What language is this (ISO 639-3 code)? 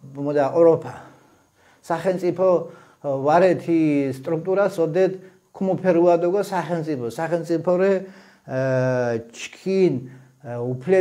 xmf